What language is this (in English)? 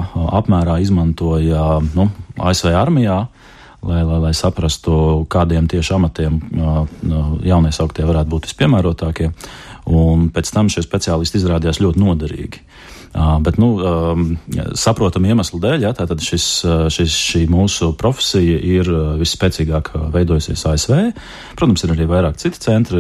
Latvian